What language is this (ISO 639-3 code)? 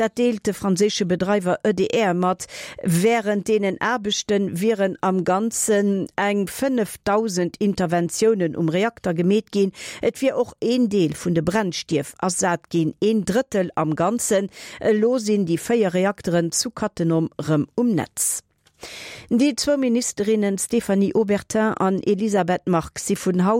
ltz